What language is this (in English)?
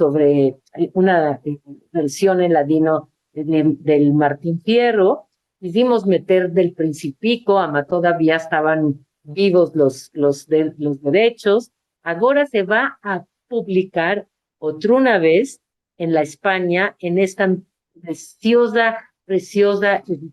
Ladino